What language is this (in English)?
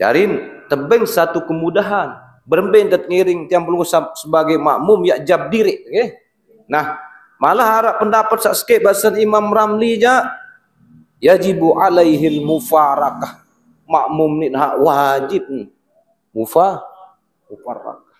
Sasak